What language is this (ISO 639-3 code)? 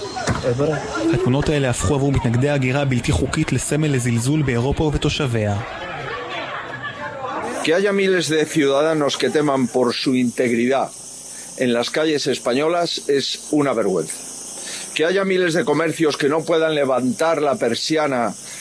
heb